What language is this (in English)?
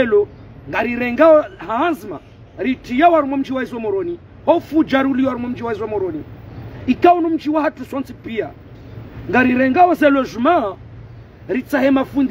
Ngazidja Comorian